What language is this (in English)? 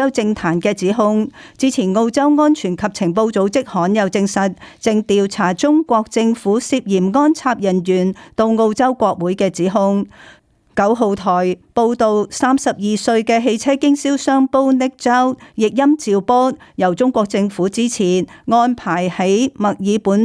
Cantonese